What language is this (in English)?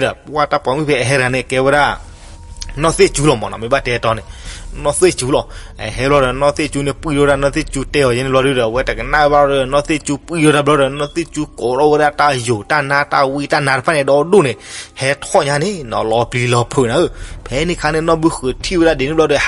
S'gaw Karen